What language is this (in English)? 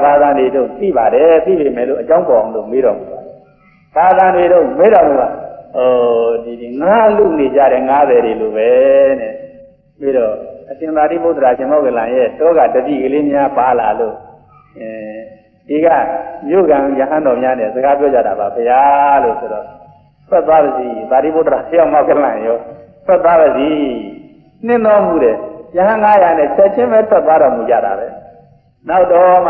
Burmese